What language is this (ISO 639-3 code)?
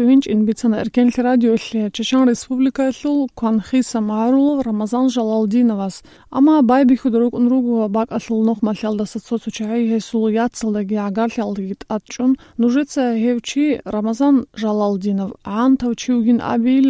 ava